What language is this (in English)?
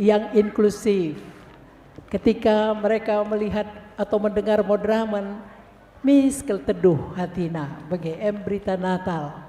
Batak Karo